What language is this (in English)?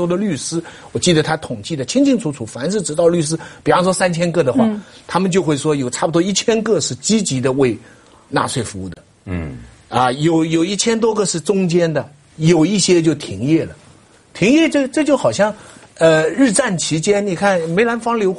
Chinese